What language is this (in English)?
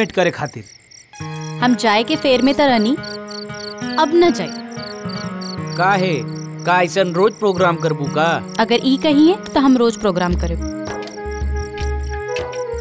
Bhojpuri